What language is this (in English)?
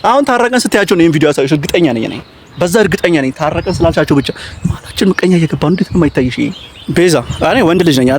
Amharic